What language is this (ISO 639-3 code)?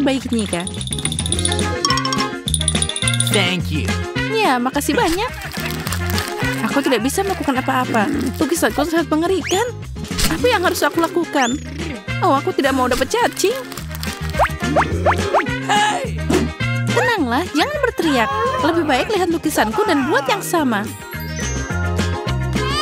ind